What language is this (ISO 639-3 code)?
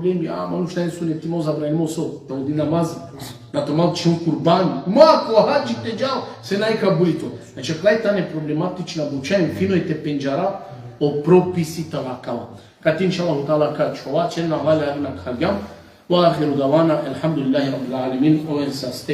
rmn